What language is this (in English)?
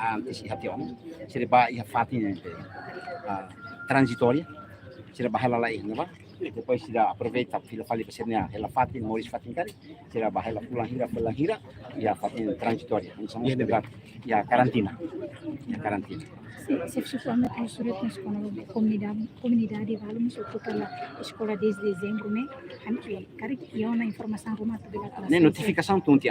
Tetum